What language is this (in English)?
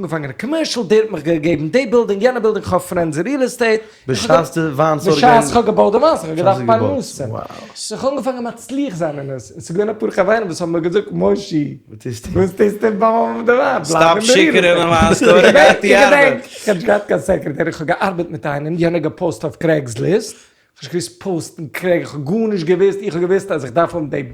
Yiddish